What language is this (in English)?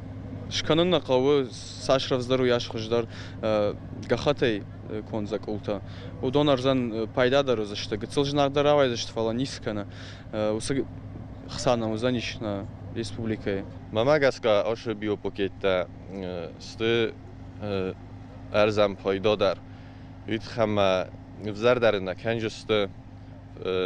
Ossetic